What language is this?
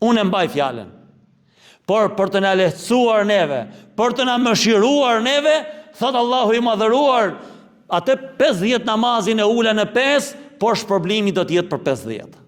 Albanian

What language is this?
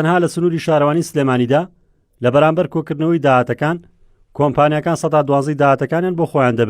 Central Kurdish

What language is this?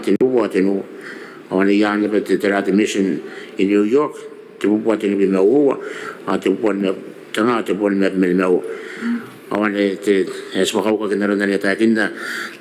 Gilbertese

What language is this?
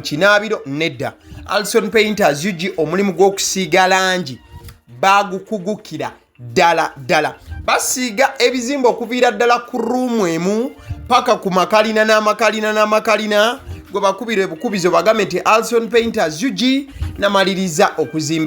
Ganda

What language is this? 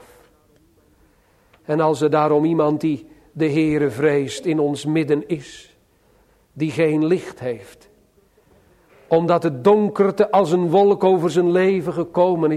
Dutch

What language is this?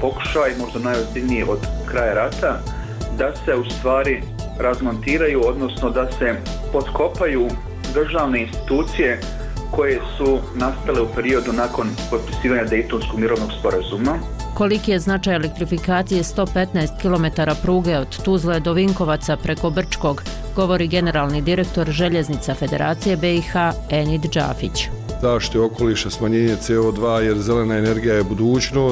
Bosnian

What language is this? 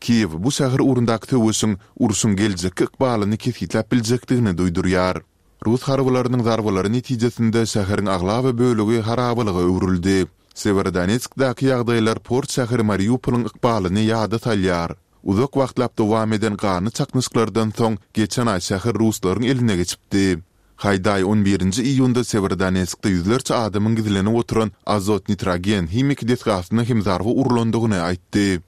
Turkmen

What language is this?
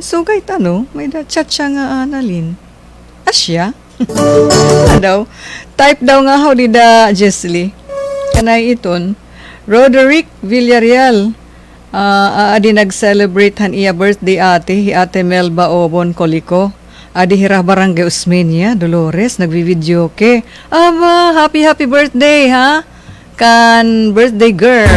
Waray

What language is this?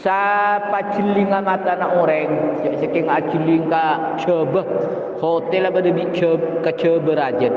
Madurese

